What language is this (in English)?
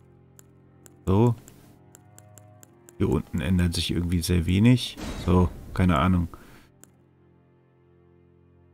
German